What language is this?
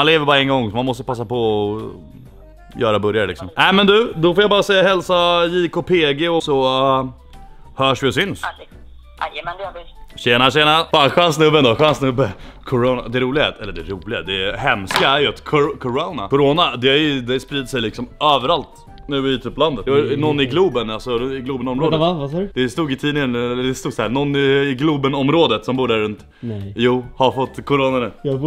Swedish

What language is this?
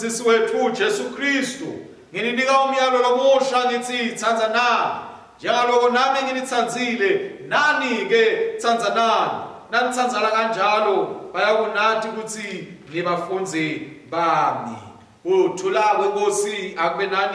Swati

